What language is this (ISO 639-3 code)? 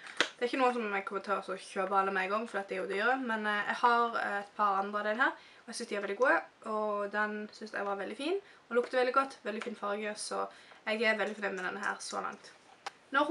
nor